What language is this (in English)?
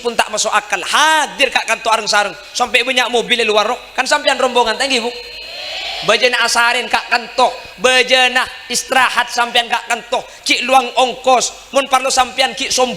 Madurese